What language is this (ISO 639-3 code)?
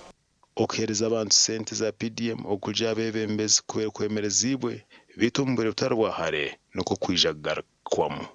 nyn